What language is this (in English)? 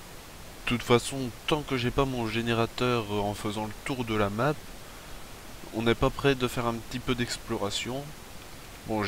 French